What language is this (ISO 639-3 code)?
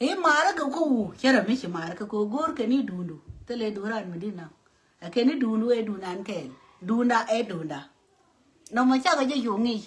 nus